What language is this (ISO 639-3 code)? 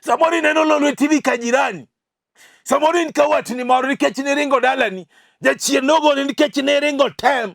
luo